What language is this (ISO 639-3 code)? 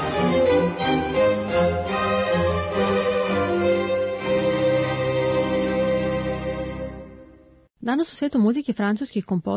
srp